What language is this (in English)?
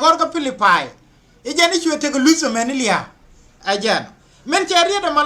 Nuer